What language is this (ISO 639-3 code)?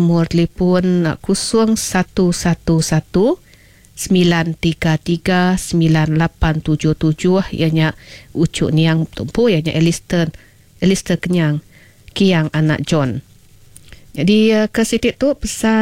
iba